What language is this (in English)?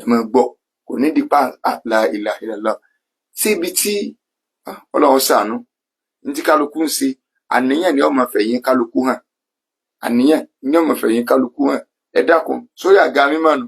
Yoruba